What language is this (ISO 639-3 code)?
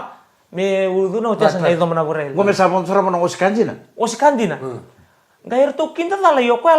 fij